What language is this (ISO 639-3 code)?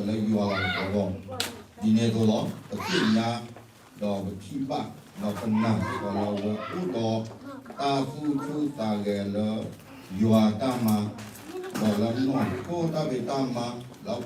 ksw